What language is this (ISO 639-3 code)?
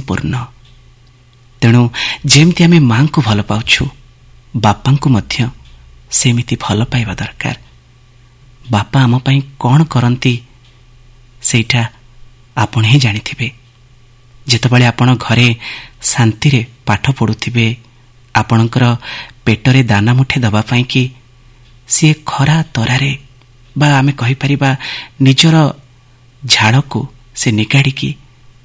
ori